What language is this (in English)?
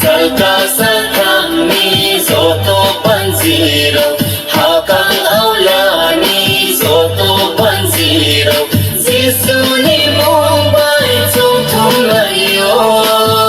Riang (India)